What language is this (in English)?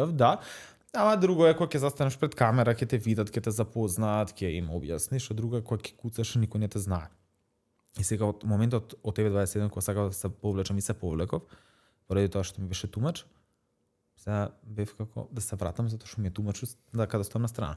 Macedonian